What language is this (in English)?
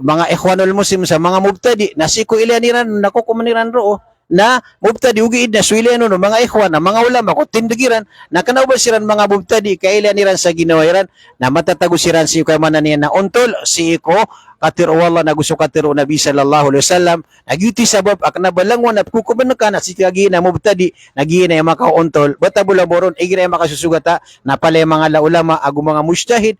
Maranao